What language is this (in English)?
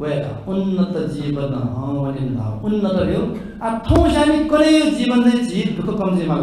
Newari